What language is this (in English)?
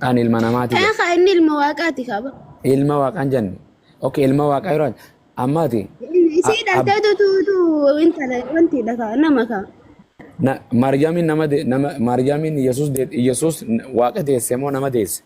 Oromo